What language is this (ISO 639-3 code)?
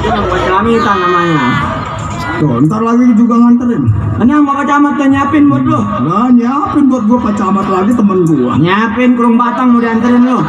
bew